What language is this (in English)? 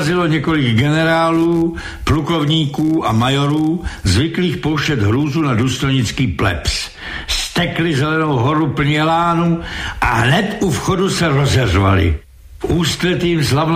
Czech